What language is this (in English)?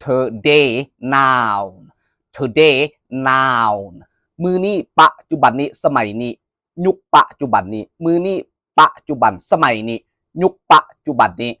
Lao